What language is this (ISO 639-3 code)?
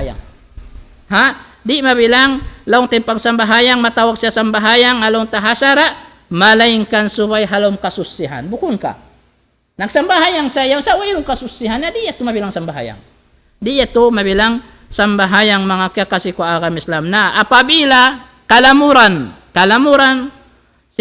tsg